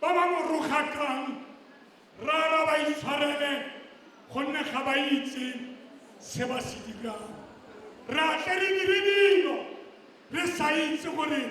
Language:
Tswana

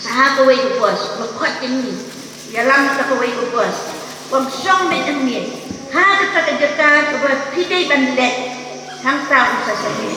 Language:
Khasi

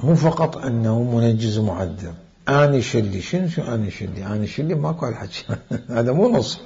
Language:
Mesopotamian Arabic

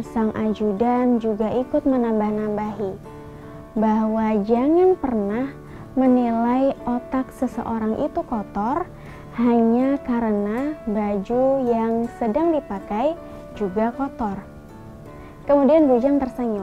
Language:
Indonesian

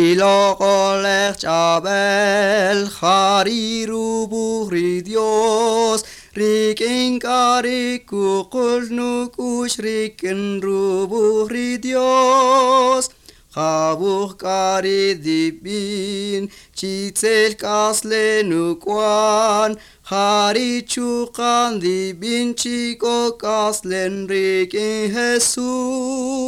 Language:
Kaqchikel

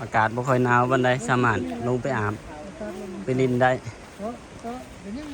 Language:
Lao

